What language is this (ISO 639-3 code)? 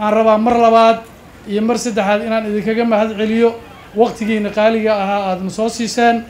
som